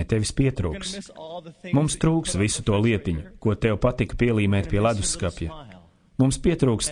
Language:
Latvian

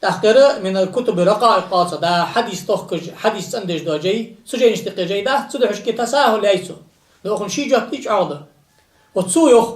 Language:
Ingush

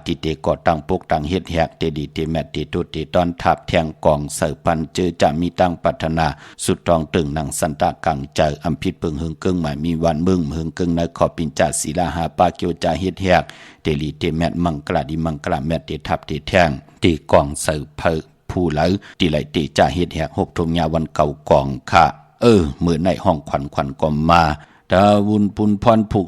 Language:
Shan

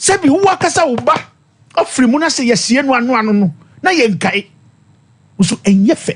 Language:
Akan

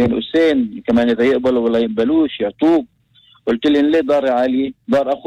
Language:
North Levantine Arabic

